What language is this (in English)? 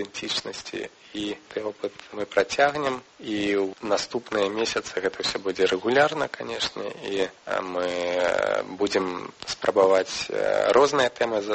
Belarusian